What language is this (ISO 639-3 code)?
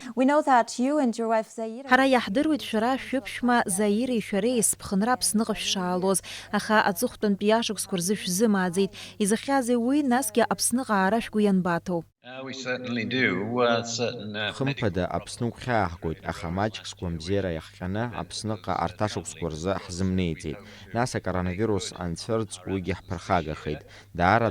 abk